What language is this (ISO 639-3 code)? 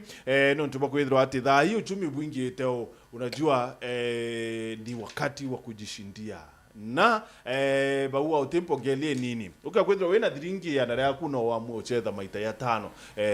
mer